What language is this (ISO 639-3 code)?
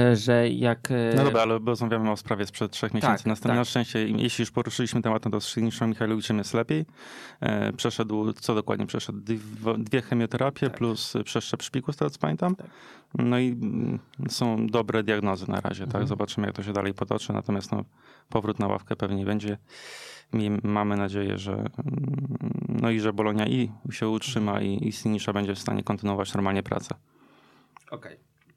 pol